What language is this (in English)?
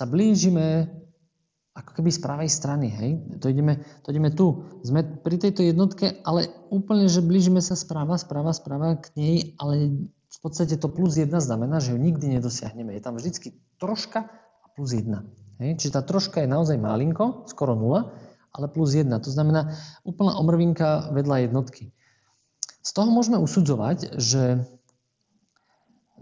Slovak